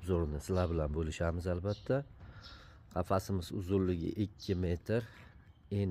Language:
Uzbek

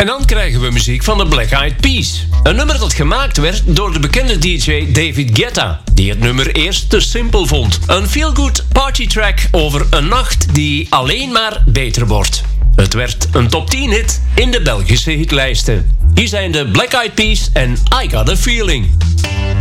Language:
Dutch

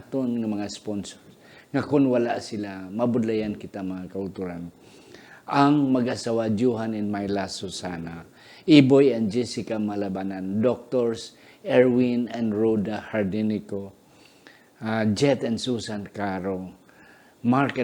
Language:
Hiligaynon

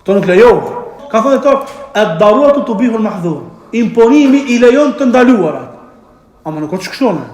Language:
Albanian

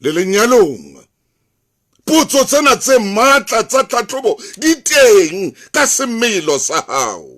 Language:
Southern Sotho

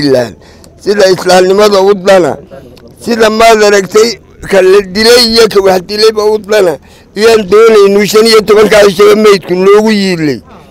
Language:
Somali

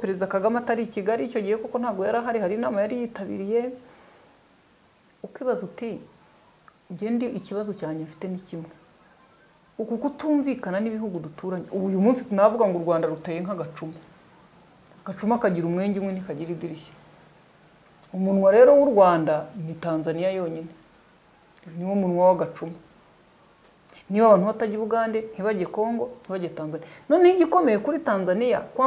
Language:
Kinyarwanda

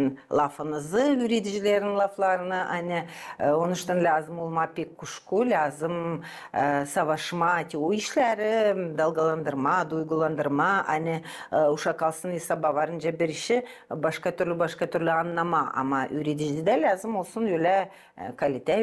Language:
Gagauz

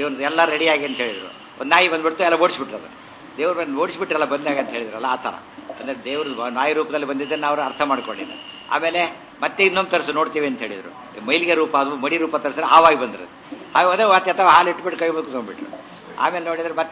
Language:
Kannada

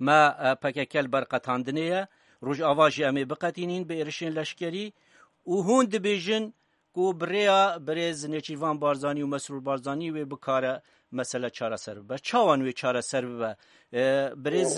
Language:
Kurdish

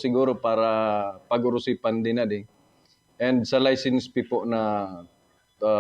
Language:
Buhi'non Bikol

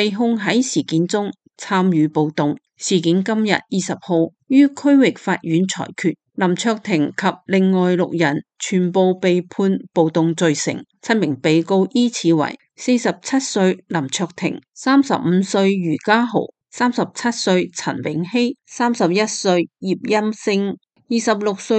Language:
Cantonese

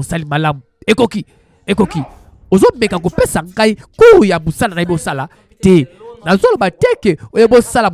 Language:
Lingala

